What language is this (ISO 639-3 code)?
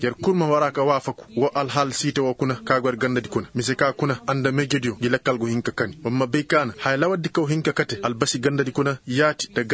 ses